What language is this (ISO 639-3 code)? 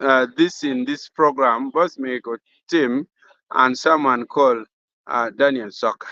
ach